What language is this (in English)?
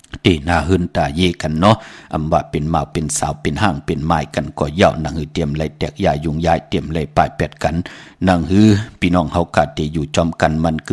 Shan